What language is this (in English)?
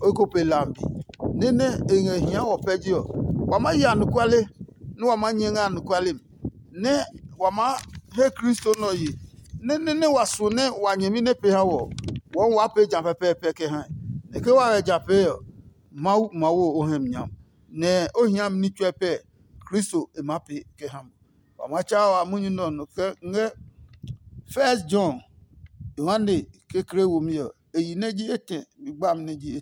Adangme